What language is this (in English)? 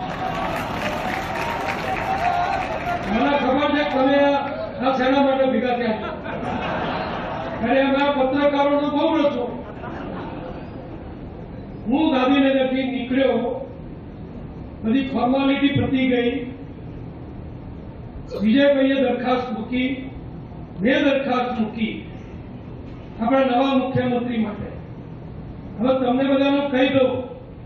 Gujarati